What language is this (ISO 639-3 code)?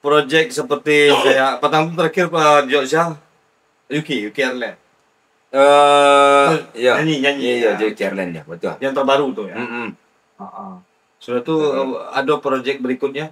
min